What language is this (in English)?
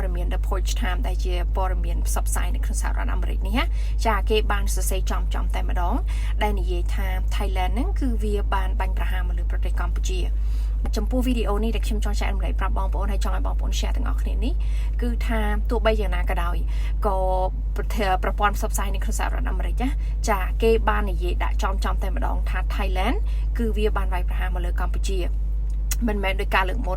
Khmer